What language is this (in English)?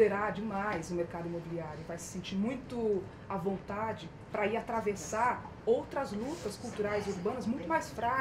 Portuguese